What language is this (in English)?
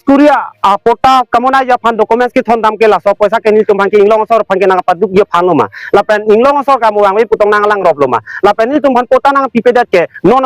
Karbi